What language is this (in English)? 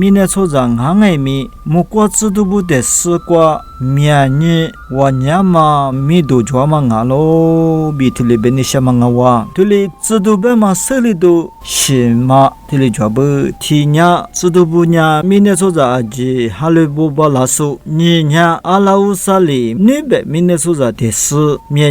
Lisu